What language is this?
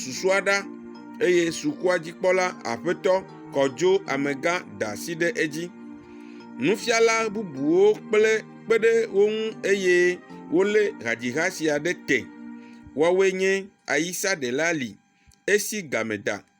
Ewe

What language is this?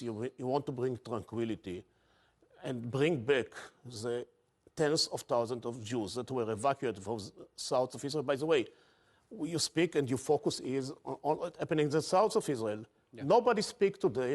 English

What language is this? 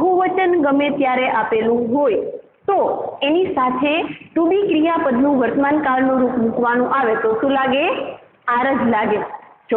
Gujarati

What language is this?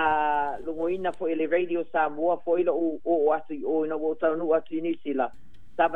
Samoan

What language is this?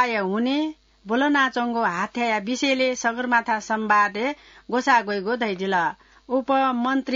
Newari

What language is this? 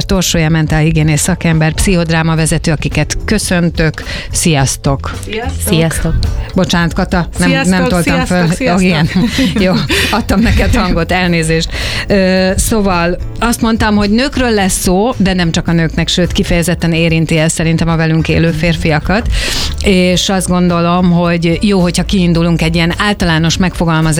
Hungarian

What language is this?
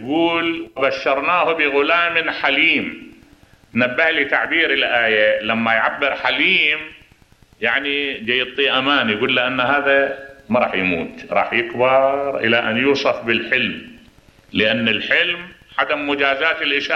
Mesopotamian Arabic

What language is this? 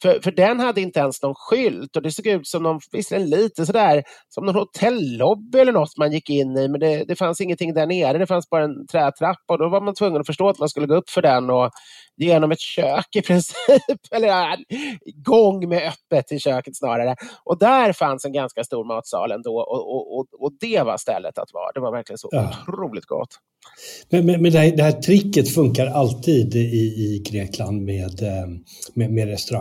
Swedish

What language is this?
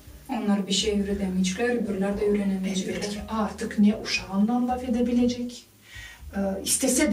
Gagauz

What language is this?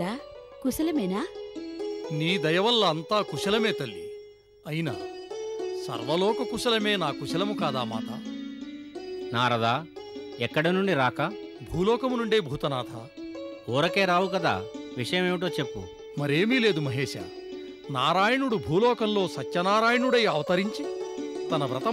Telugu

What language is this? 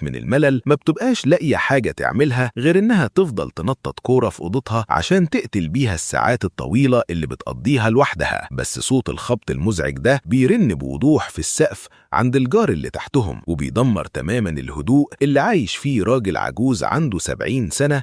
Egyptian Arabic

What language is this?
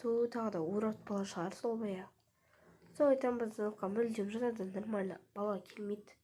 Kazakh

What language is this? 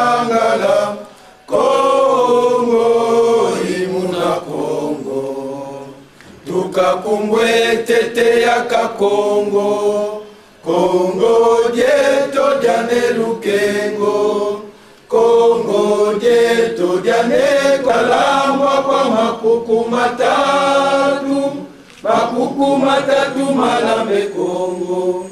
French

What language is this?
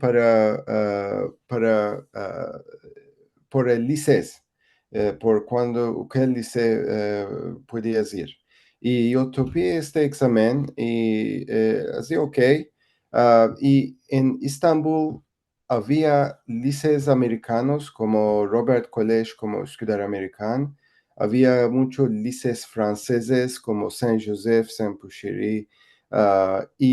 Ladino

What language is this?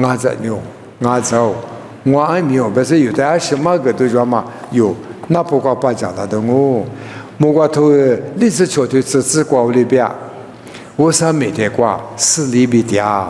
Lisu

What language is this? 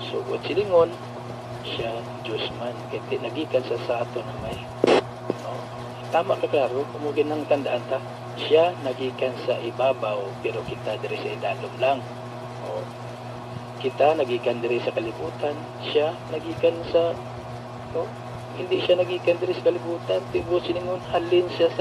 Hiligaynon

